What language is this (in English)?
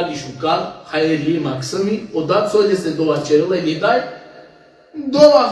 Balkan Romani